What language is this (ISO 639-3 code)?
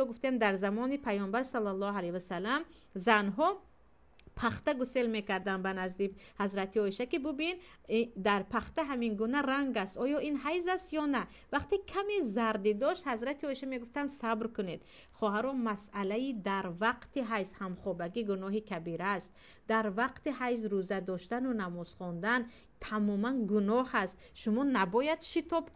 tgk